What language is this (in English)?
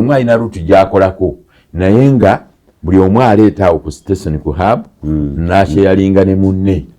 Ganda